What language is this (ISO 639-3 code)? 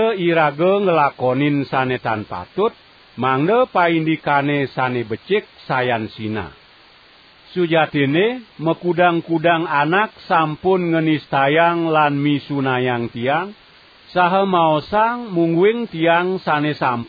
ban